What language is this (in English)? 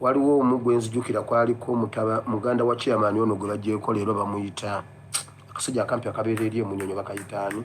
Ganda